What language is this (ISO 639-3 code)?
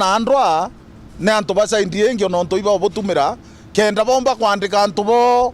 mer